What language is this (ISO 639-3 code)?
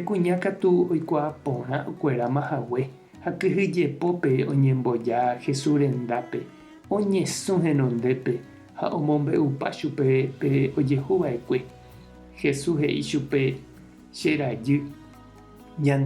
grn